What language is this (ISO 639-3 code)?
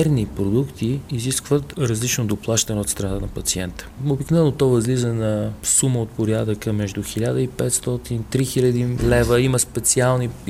bul